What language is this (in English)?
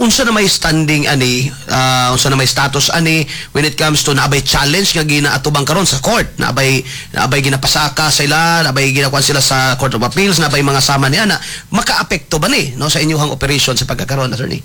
Cebuano